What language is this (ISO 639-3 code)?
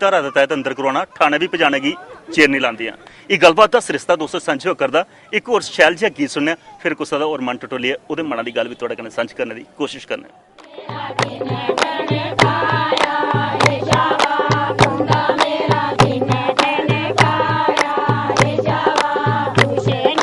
doi